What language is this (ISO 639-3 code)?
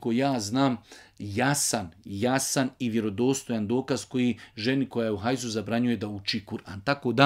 bos